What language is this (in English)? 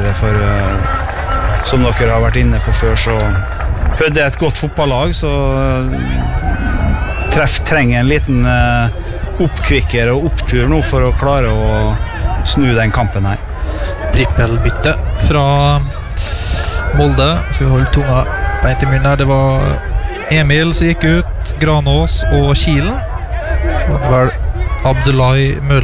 Norwegian